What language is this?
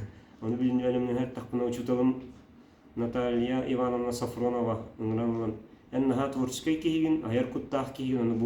Yakut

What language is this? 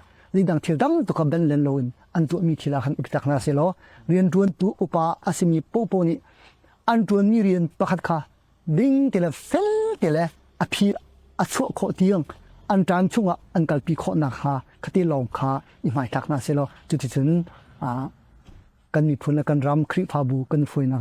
Hakha Chin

